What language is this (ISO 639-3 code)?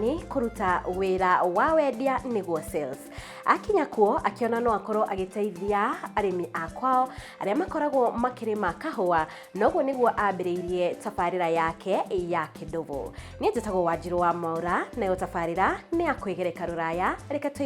kik